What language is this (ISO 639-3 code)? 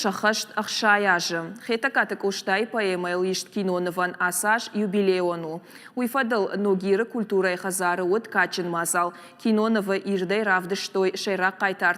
oss